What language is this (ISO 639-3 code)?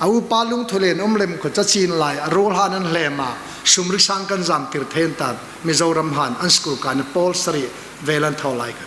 hmr